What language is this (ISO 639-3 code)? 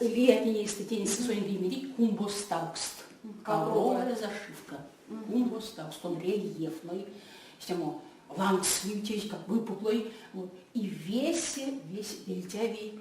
myv